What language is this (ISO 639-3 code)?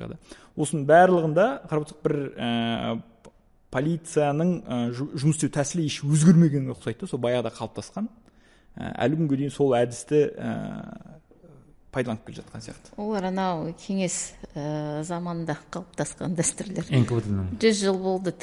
kaz